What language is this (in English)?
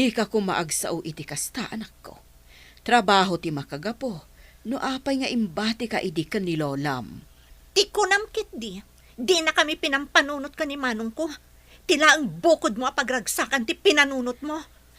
Iloko